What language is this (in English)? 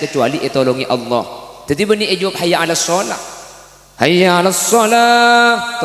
Madurese